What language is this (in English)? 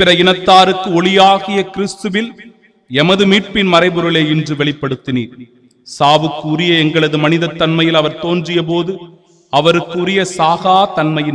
Tamil